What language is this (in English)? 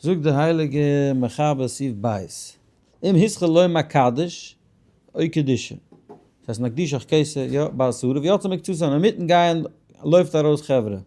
Yiddish